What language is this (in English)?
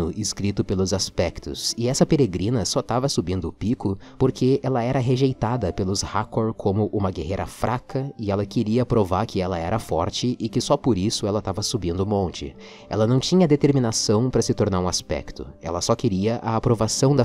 Portuguese